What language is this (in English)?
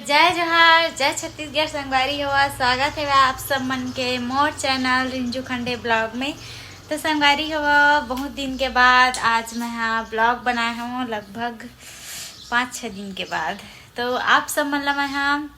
Chhattisgarhi